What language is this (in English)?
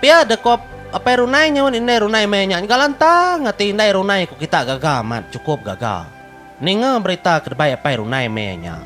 Iban